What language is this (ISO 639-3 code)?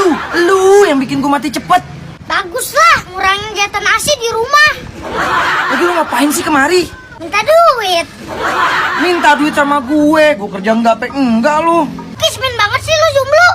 bew